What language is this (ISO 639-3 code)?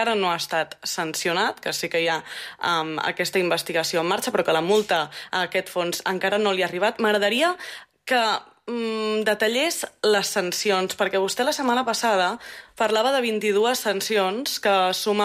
cat